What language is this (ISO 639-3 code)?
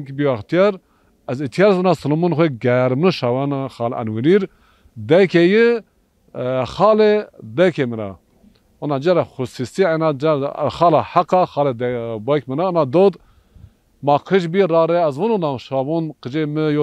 zza